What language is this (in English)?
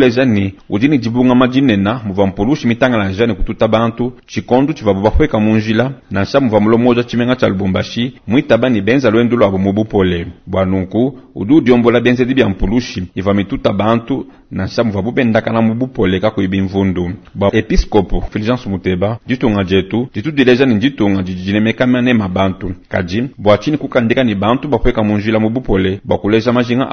Luba-Lulua